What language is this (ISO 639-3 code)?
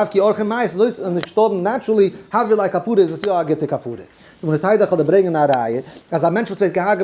yid